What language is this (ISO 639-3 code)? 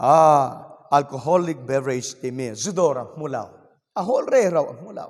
cfm